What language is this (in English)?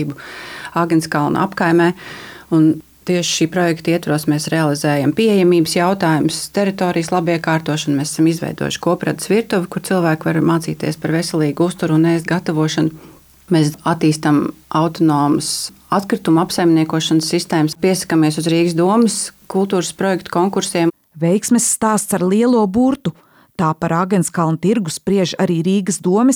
Latvian